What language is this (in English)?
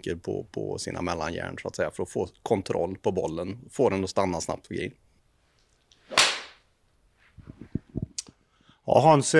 Swedish